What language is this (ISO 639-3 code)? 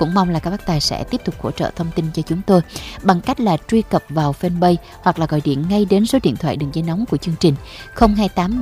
vie